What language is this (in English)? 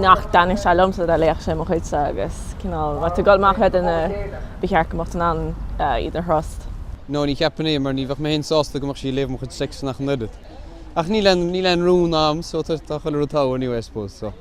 Irish